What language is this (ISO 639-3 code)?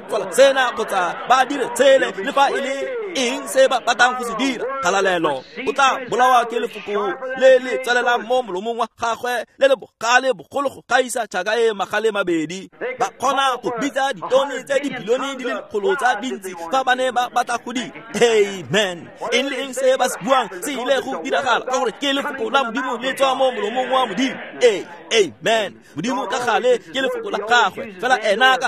tsn